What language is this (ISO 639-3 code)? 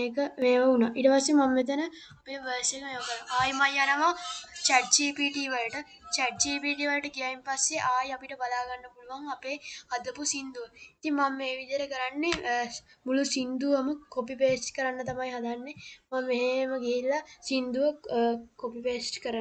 sin